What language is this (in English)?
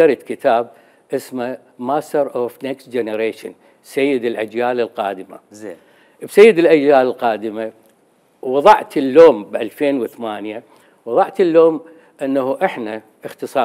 Mesopotamian Arabic